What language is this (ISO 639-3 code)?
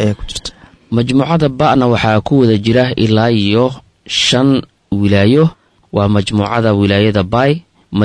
som